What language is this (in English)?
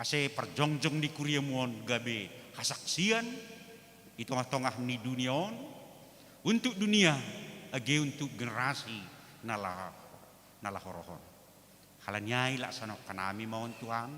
Batak Simalungun